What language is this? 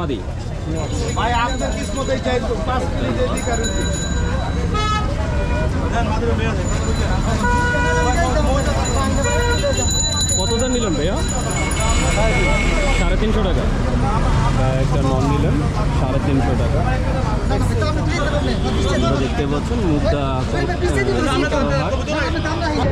Bangla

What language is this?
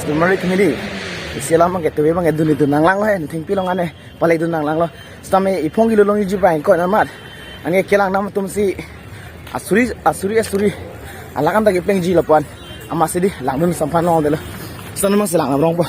Karbi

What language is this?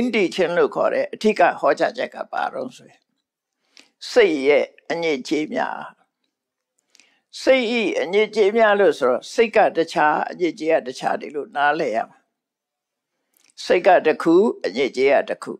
Burmese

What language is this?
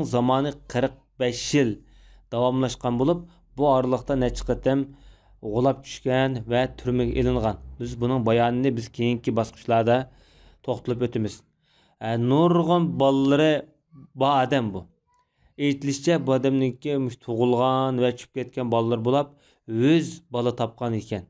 Uyghur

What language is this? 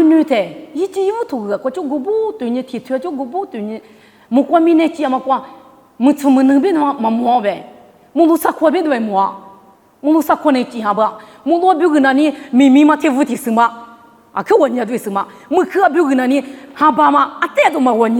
Lisu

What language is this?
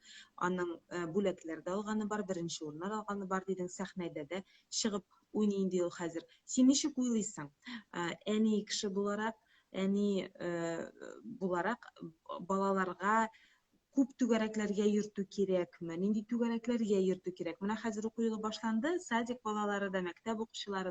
Tatar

